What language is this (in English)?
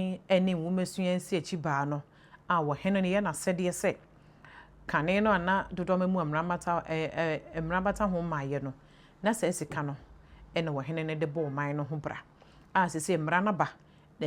Akan